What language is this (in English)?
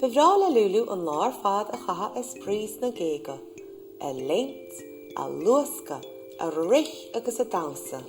Irish